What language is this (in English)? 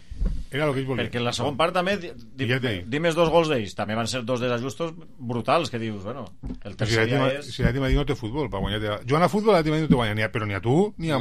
Catalan